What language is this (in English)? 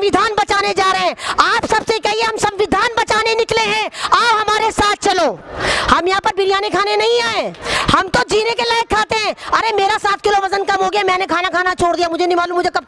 Hindi